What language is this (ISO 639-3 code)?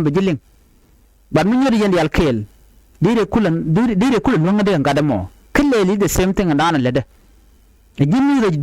nus